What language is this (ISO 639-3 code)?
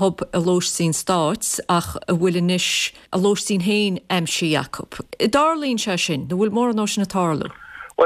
gle